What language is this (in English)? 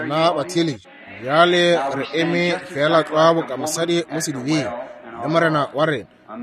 Northern Sotho